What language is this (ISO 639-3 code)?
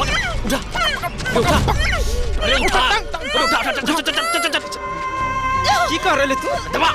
mag